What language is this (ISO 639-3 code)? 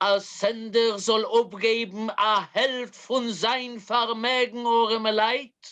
yid